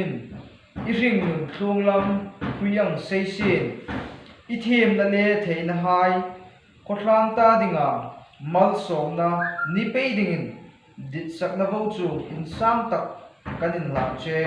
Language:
Hmar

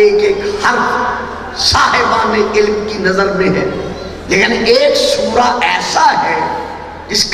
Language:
Urdu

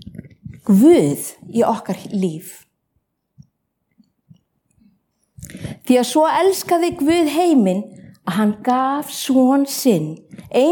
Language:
Icelandic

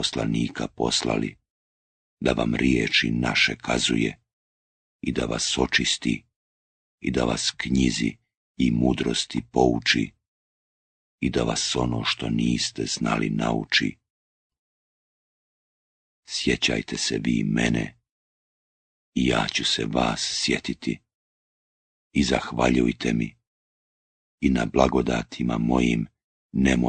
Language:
Bosnian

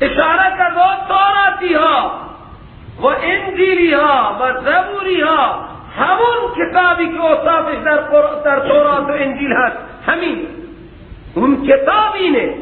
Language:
Persian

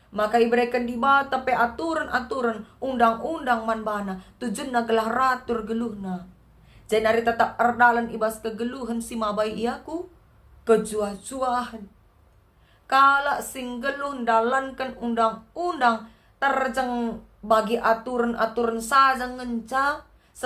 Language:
Batak Karo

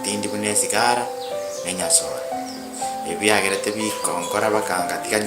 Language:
Gusii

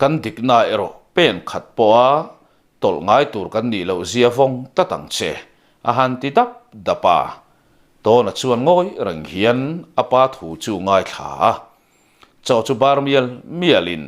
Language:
Mizo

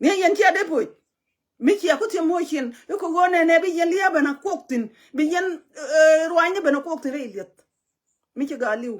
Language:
Nuer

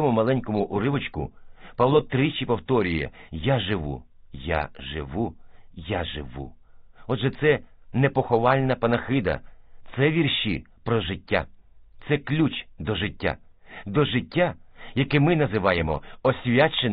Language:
Ukrainian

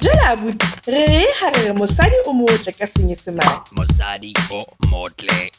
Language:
Southern Sotho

